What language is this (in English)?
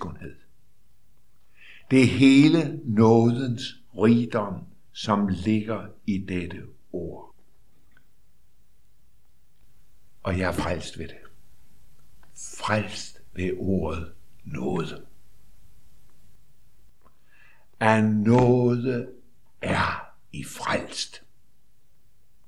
Danish